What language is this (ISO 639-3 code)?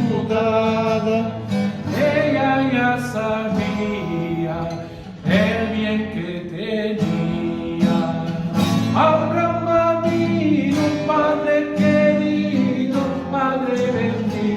lad